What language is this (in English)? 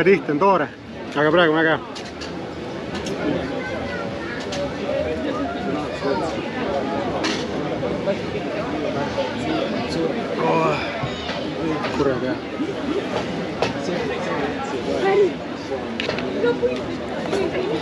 Estonian